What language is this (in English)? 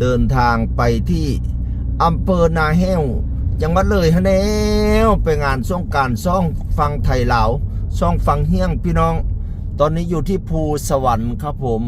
Lao